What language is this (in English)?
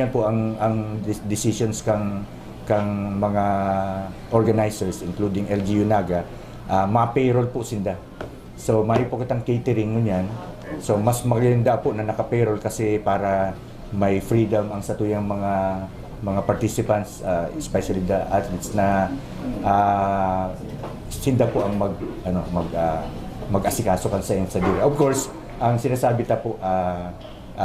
Bikol